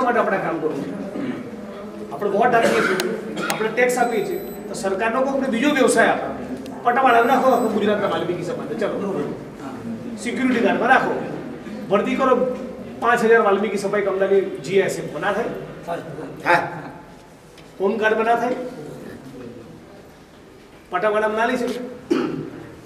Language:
Gujarati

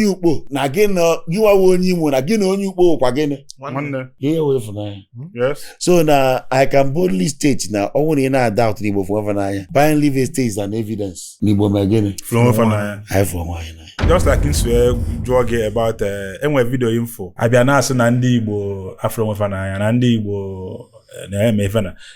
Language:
Igbo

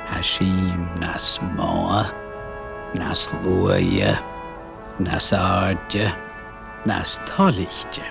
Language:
Scottish Gaelic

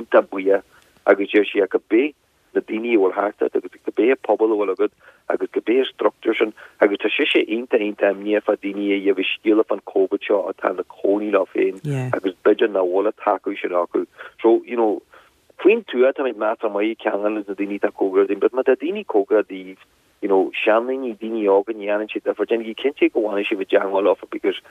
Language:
Irish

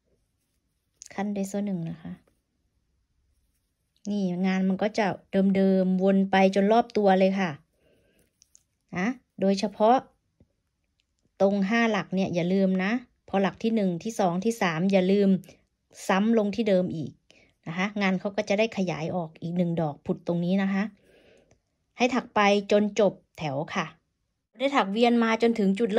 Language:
Thai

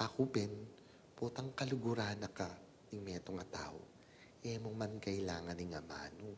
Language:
Pampanga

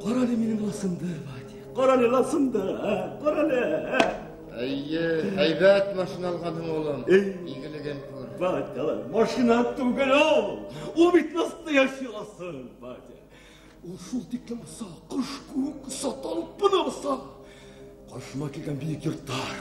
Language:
Bashkir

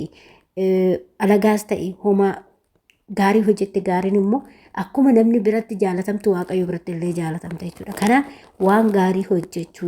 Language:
Oromo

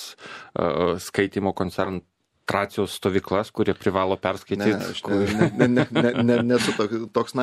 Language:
Lithuanian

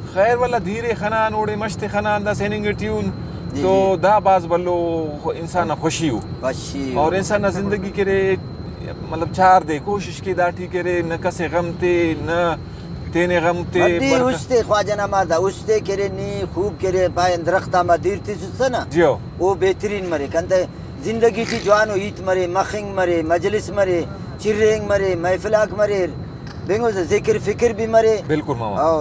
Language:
Brahui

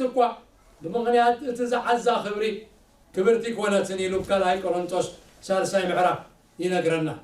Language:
Tigrinya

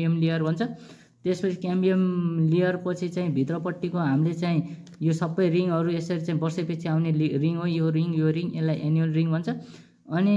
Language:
Nepali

